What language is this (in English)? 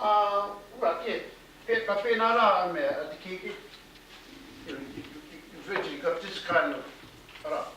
Māori